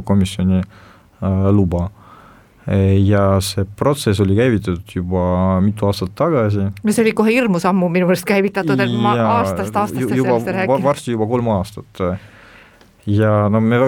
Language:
Estonian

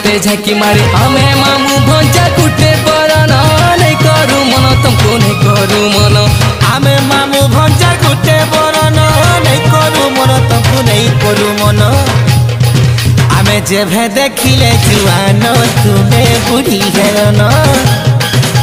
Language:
Sambalpuri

